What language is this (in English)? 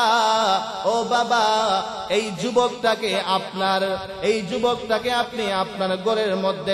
Bangla